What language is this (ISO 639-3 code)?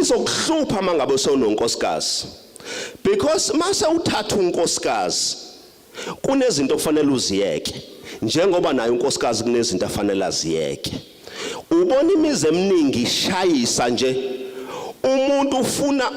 zul